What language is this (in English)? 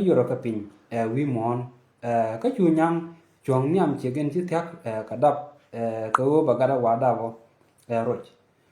Nuer